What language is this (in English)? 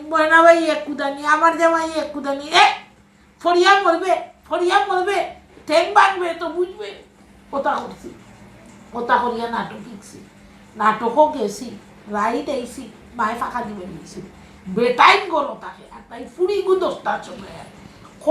Sylheti